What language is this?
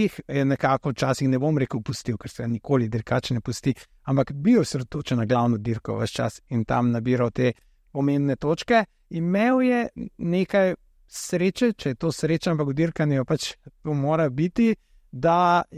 Slovenian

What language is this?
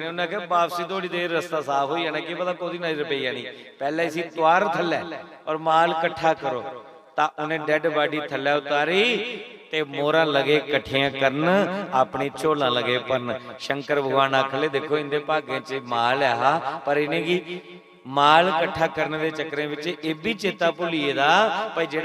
Dogri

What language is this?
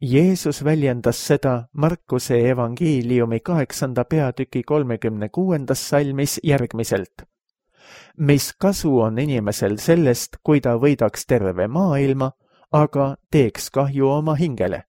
Estonian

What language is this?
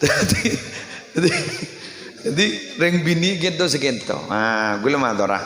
Madurese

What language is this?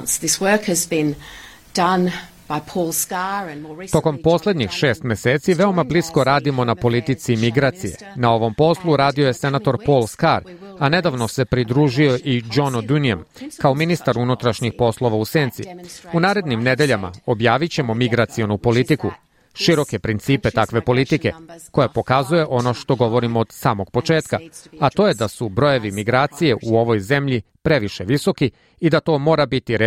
Serbian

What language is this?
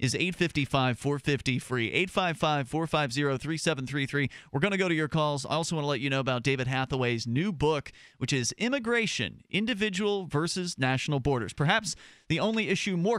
English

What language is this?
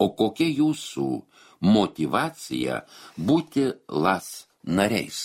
Lithuanian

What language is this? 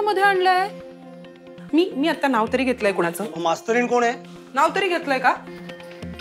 Marathi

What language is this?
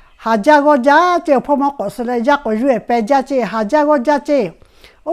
Lahu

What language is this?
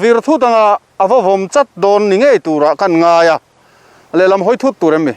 Mizo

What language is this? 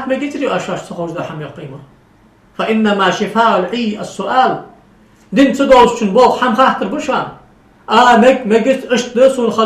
Ingush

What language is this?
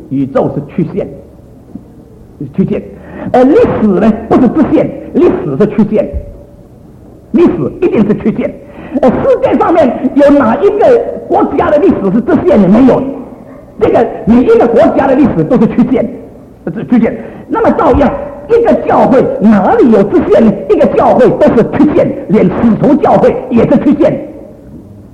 Chinese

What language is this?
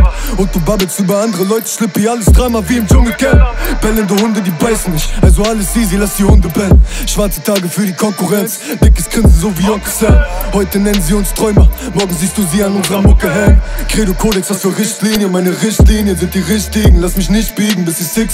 German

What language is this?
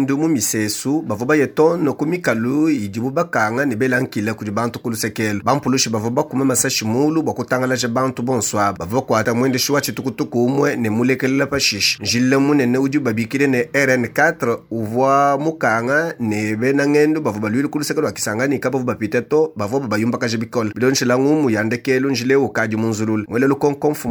Luba-Lulua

